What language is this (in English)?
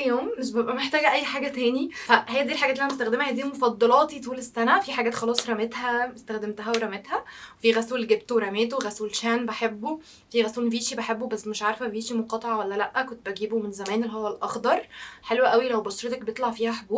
Egyptian Arabic